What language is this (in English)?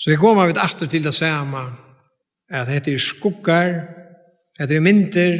Faroese